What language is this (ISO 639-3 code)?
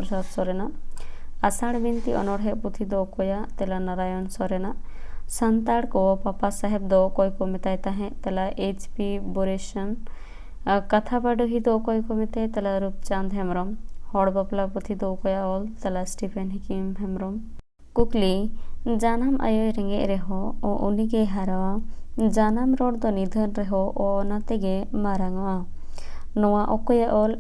sat